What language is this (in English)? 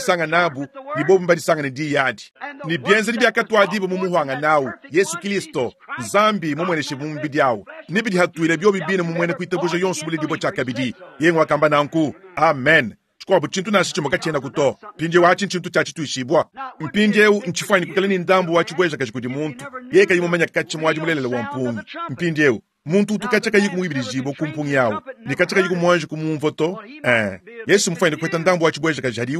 Luba-Lulua